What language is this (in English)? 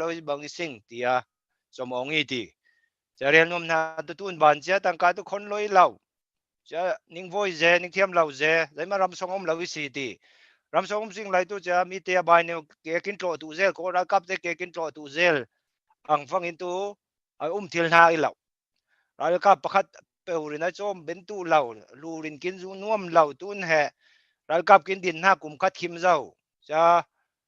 Falam Chin